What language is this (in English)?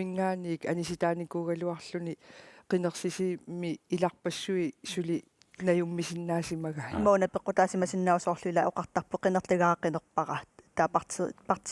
Kalaallisut